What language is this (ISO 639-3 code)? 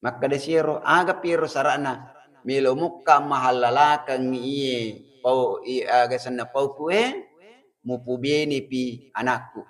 bug